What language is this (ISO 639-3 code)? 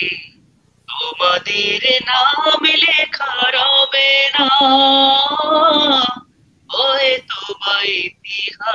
ben